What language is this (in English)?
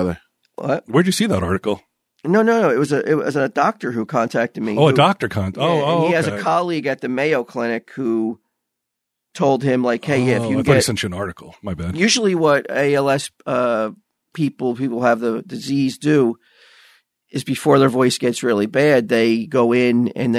English